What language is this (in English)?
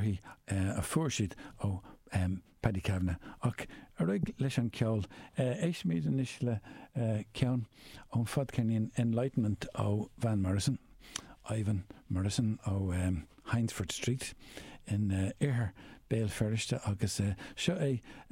Irish